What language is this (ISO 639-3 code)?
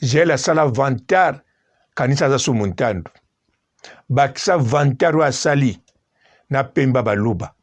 lin